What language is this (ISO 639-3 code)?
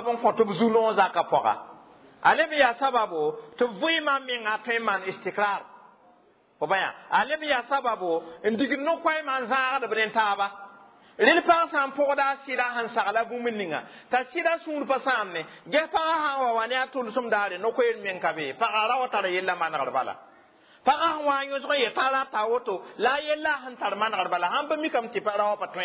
mos